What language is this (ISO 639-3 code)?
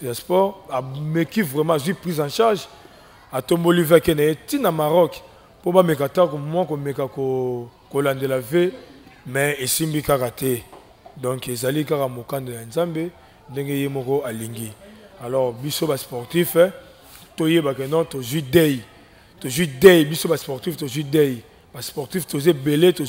lin